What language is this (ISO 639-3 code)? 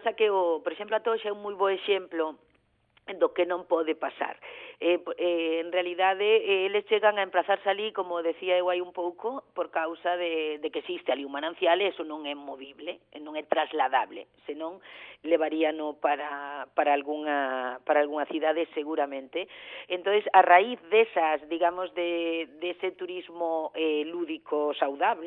glg